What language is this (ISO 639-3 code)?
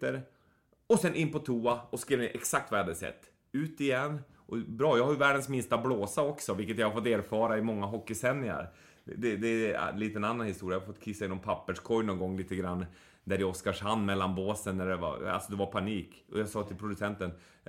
swe